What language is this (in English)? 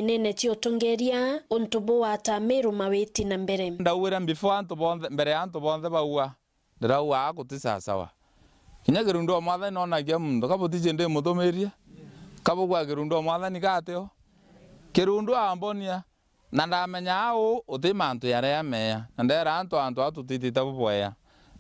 Meru